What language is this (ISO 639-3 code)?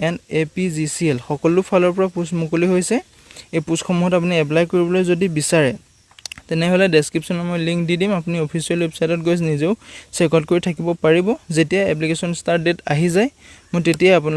asm